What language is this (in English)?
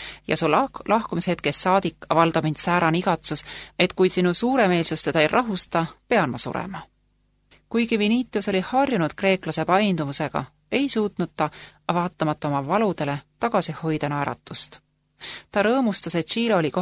Estonian